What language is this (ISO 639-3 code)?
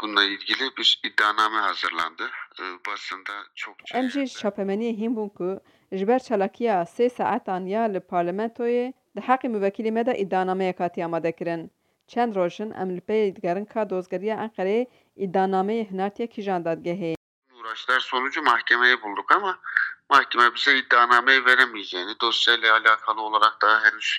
kur